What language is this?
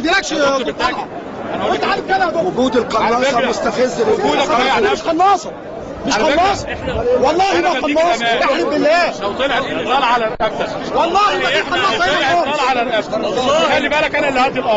Egyptian Arabic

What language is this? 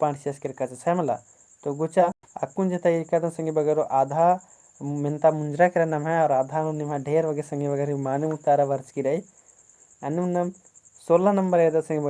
Kurukh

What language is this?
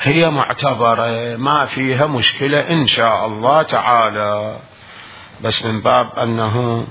Mesopotamian Arabic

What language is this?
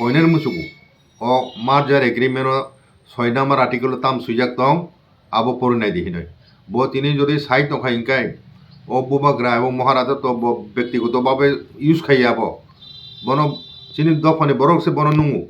Kok Borok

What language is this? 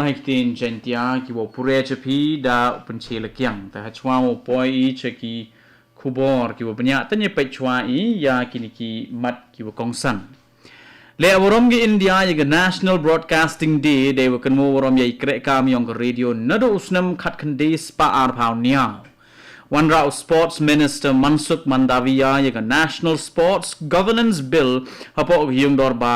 Khasi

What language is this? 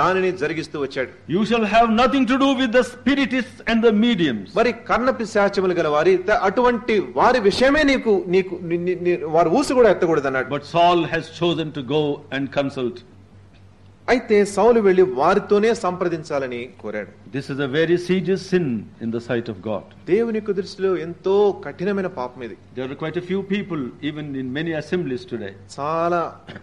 Telugu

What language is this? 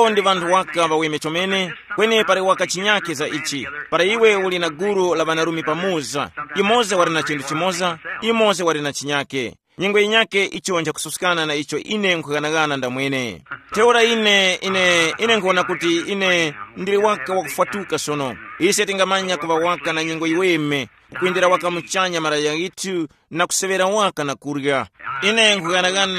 Tumbuka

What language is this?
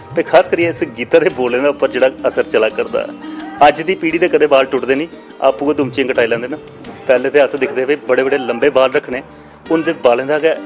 Dogri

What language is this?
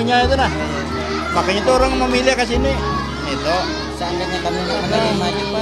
Banjar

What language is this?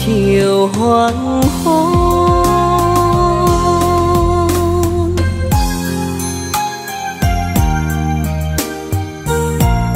Vietnamese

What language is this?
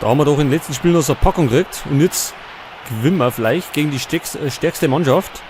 Bavarian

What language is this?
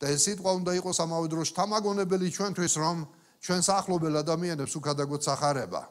Georgian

